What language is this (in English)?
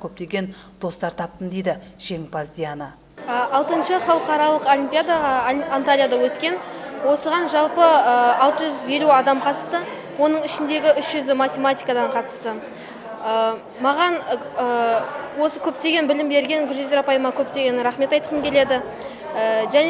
Kazakh